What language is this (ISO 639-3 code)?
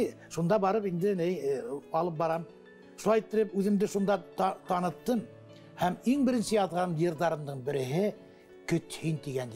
bak